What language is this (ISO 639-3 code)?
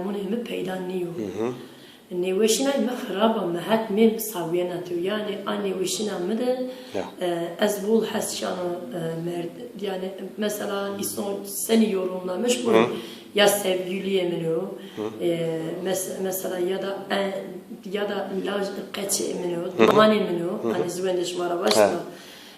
zza